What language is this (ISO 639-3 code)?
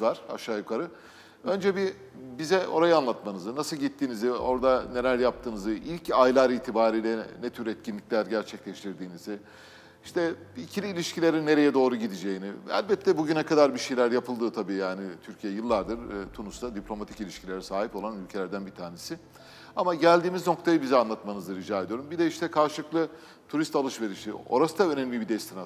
tur